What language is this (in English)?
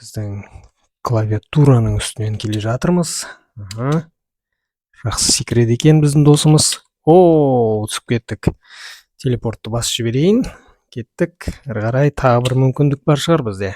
Kazakh